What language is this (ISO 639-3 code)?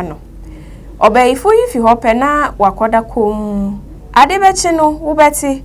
aka